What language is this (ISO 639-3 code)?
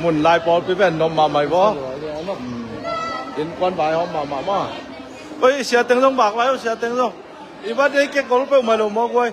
ctd